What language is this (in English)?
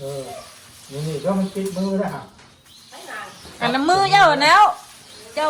Northeastern Thai